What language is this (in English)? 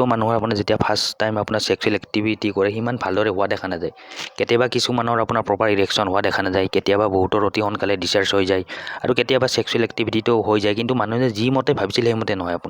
Assamese